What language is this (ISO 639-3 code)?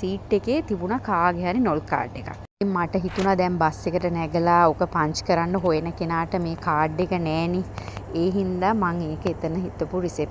sin